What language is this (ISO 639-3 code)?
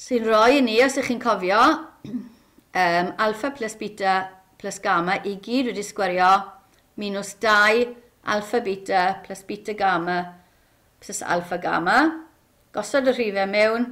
cym